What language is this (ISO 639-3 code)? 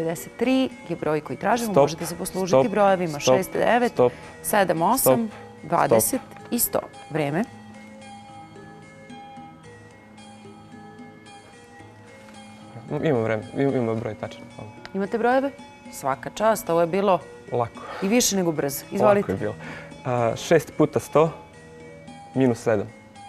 srp